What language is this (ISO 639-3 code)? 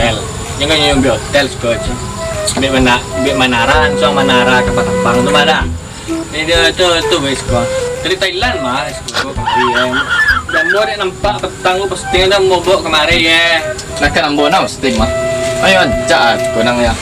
min